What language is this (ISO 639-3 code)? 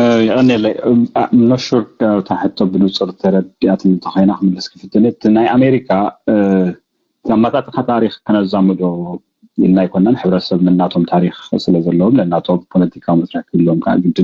tir